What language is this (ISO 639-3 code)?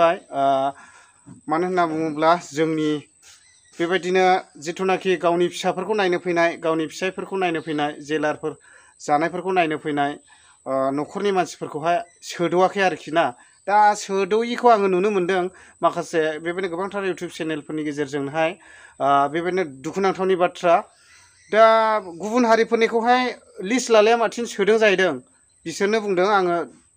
brx